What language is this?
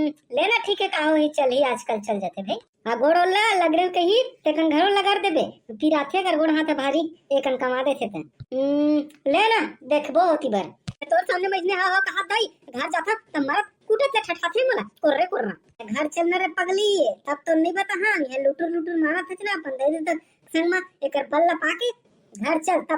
Chhattisgarhi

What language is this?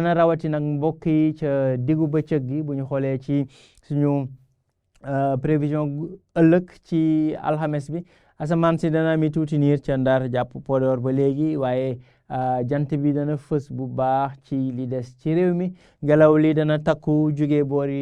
Wolof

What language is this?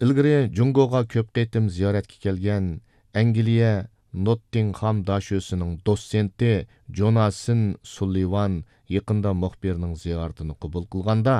Uyghur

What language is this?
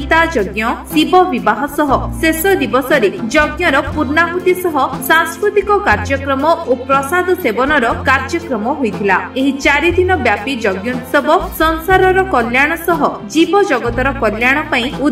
Odia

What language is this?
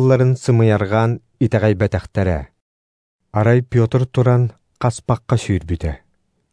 Yakut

